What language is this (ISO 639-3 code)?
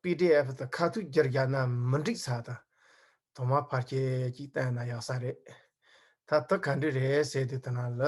bod